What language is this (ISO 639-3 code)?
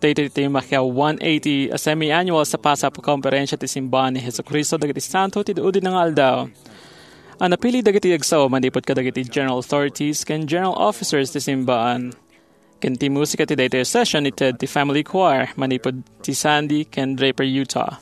ilo